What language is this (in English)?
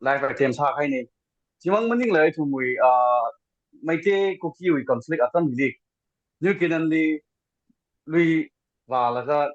Tangkhul Naga (India)